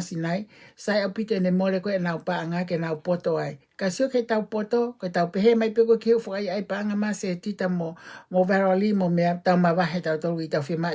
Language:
Tongan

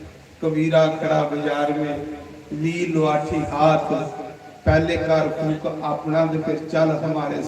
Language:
Dogri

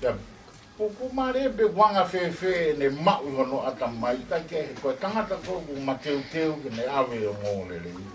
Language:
Tongan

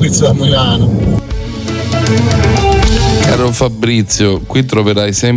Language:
Italian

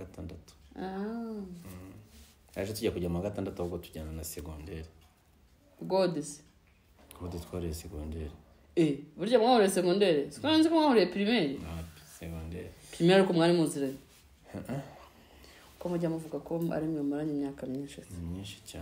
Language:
Kinyarwanda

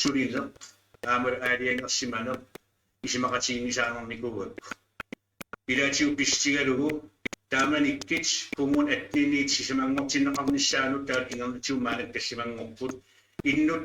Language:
Kalaallisut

